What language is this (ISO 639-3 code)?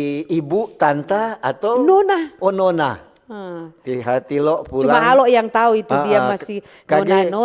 xmm